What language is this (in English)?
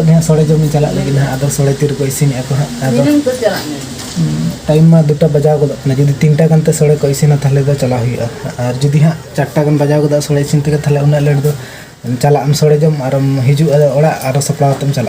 Santali